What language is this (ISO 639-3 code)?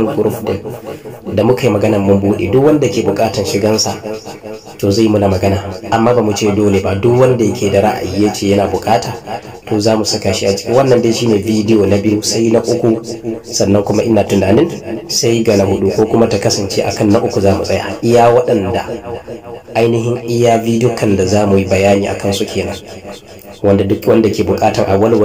hau